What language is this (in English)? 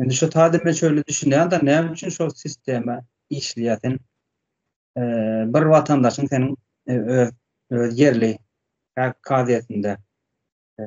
Turkmen